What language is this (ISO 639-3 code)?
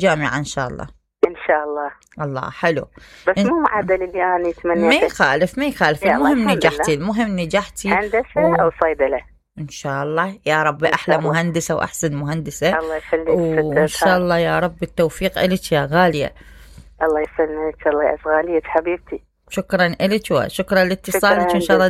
acm